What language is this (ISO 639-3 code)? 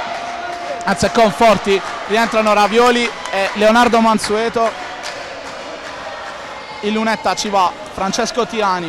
ita